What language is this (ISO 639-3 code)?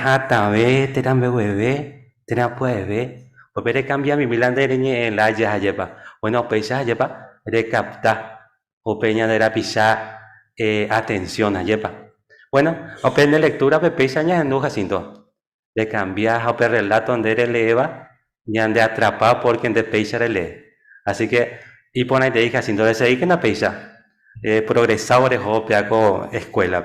grn